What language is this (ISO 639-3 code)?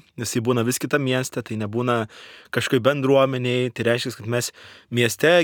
lit